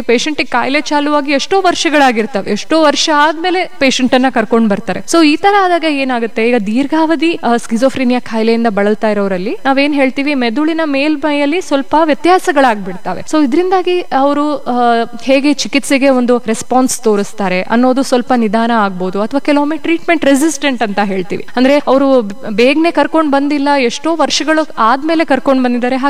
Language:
Kannada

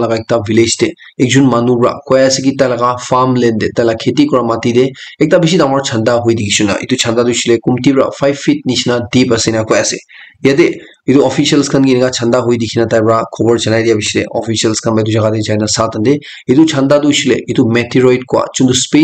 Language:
Naga Pidgin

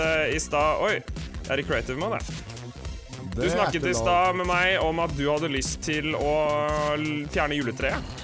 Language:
Norwegian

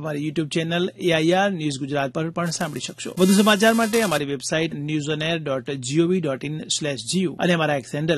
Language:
Gujarati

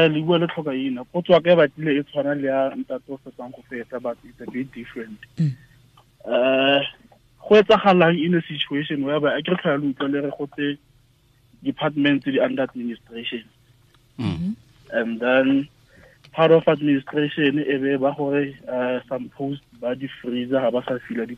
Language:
Tswana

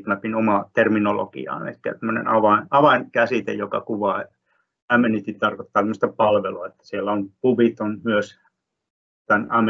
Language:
Finnish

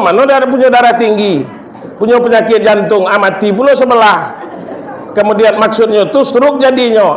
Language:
Minangkabau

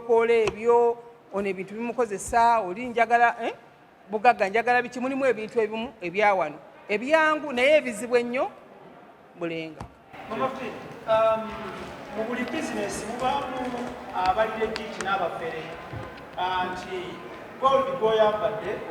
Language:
Ganda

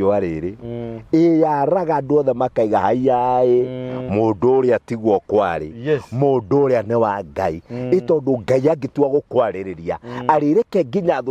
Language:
Kikuyu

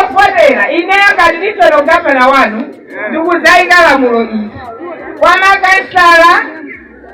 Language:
Nyanja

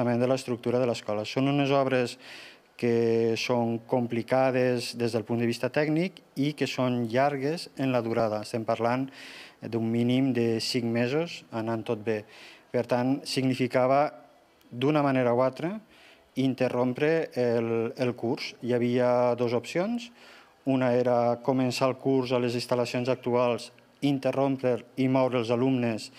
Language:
Catalan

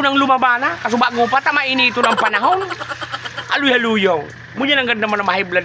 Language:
Bikol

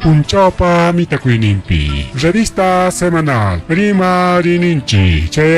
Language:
Ayacucho Quechua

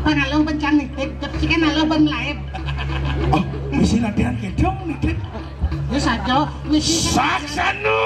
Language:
Balinese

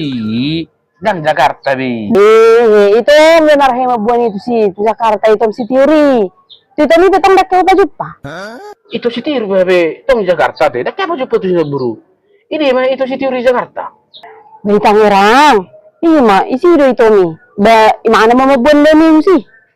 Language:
Batak Toba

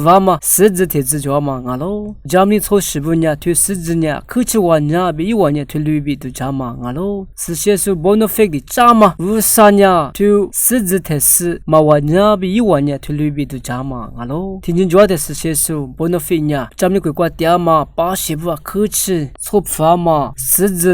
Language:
Lisu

